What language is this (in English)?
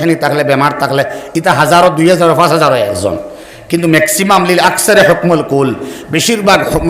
Sylheti